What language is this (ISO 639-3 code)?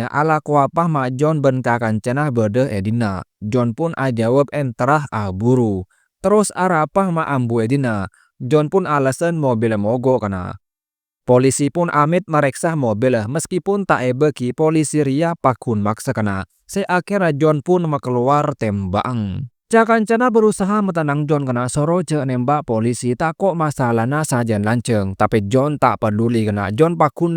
mad